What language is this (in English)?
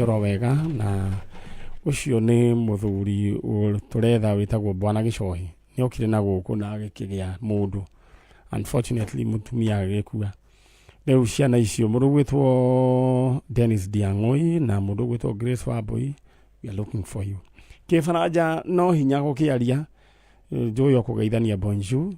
Kikuyu